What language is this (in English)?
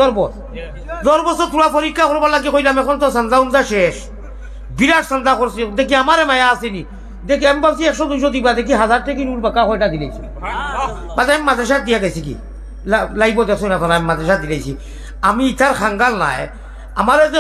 Sylheti